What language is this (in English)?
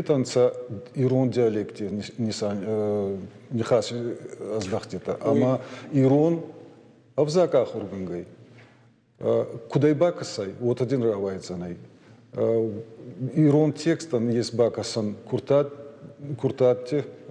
Ossetic